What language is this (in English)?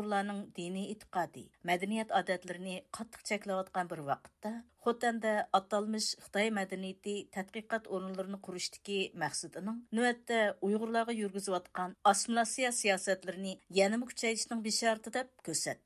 Uyghur